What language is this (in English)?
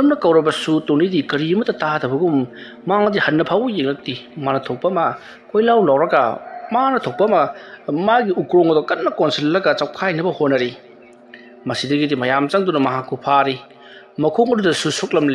Manipuri